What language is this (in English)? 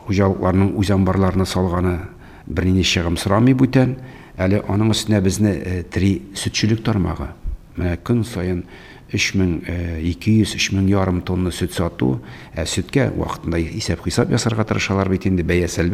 Tatar